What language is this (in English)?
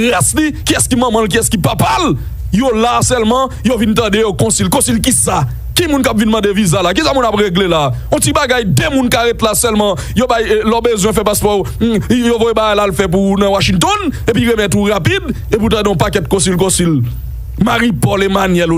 Haitian Creole